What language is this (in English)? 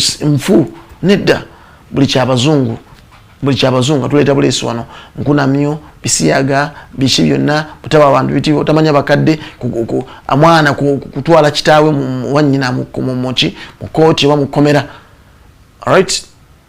Ganda